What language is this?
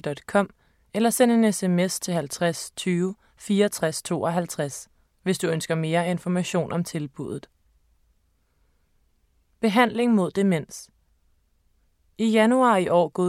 Danish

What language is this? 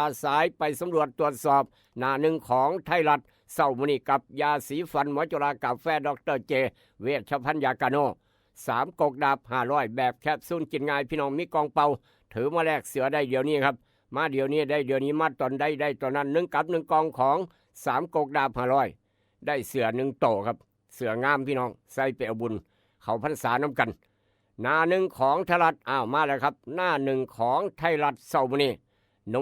Northeastern Thai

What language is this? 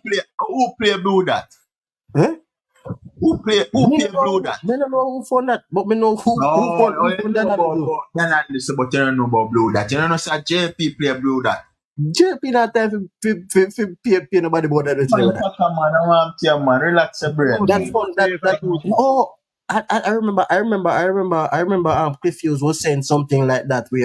Jamaican Creole English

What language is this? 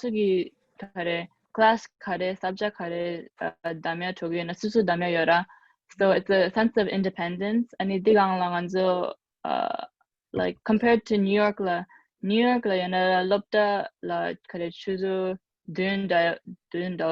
Tibetan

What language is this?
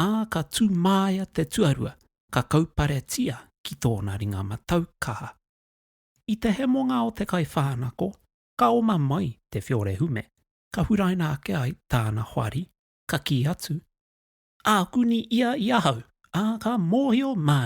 Māori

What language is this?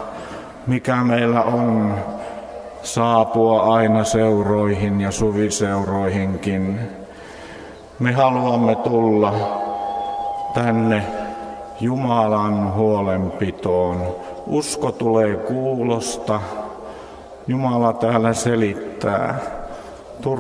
Finnish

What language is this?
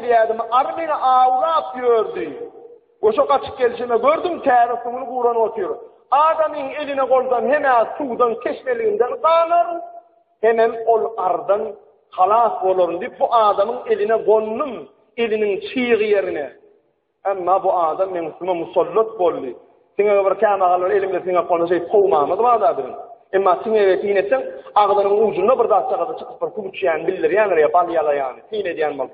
Turkmen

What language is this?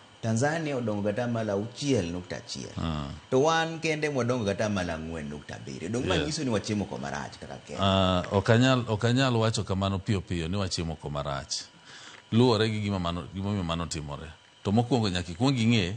Luo (Kenya and Tanzania)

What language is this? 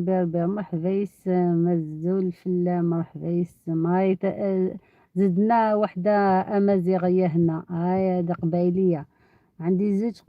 Algerian Arabic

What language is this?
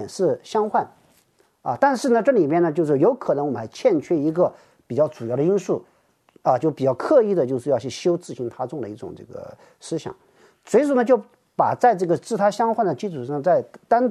Chinese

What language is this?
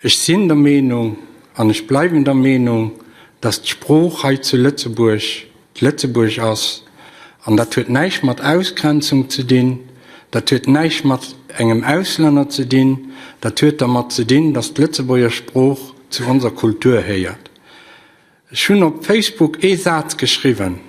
Luxembourgish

